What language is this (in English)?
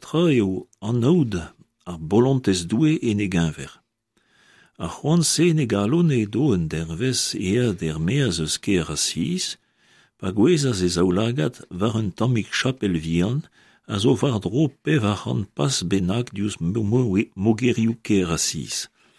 Breton